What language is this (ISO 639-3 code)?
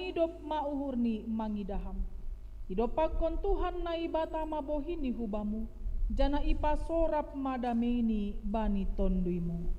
bts